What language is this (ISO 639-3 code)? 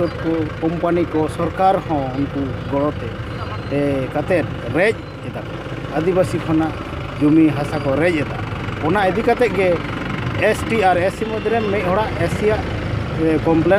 sat